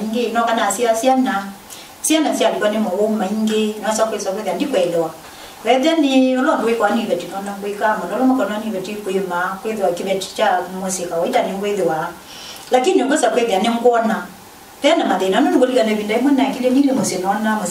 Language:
Kamba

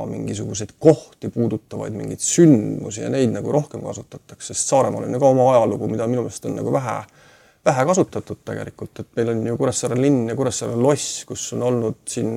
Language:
Estonian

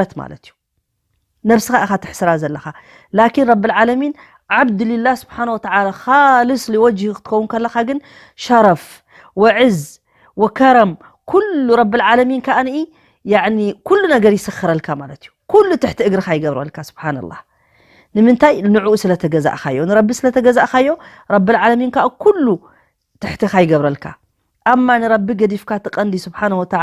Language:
Tigrinya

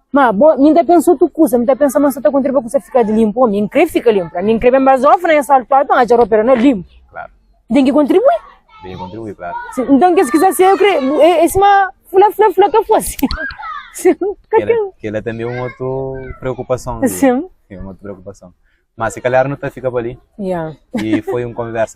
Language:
Kabuverdianu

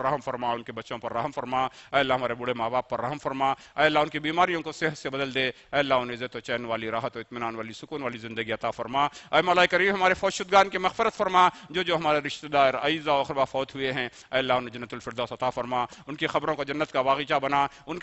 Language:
Urdu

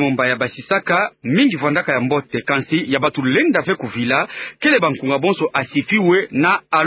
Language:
Kituba (Democratic Republic of Congo)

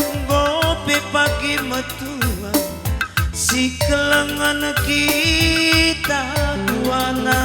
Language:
Batak Karo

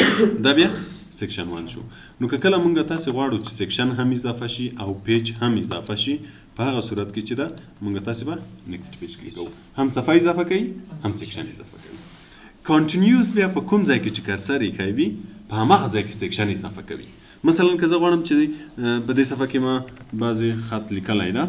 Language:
Pashto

